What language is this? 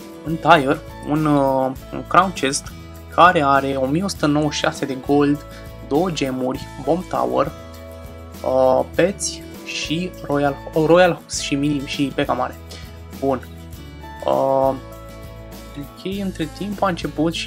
Romanian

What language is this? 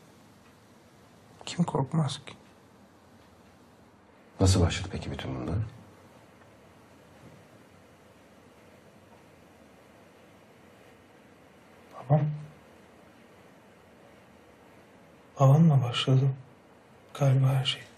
Turkish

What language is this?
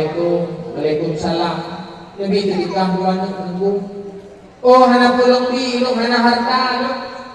Achinese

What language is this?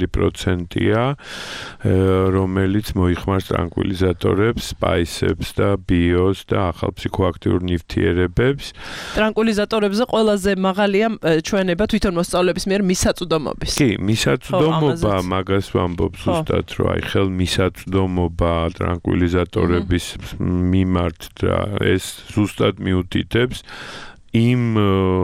Georgian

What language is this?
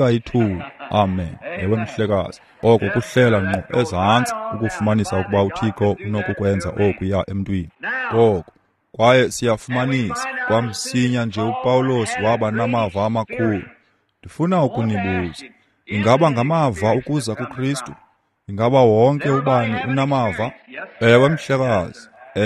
Xhosa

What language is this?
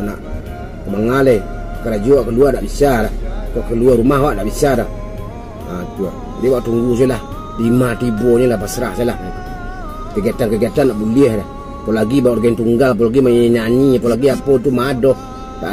Minangkabau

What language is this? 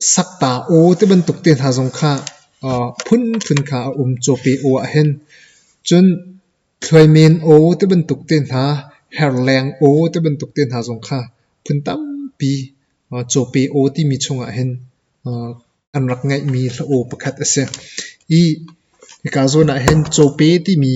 Hakha Chin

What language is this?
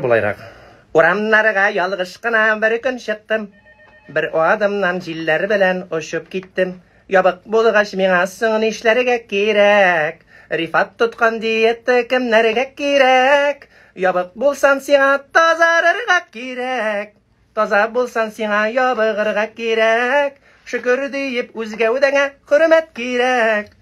Tatar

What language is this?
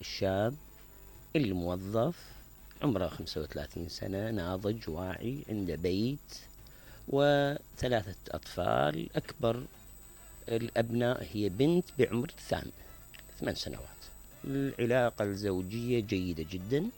Mesopotamian Arabic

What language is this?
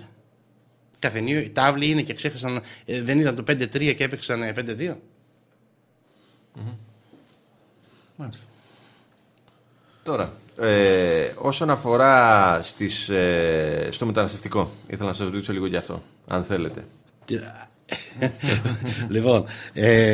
Greek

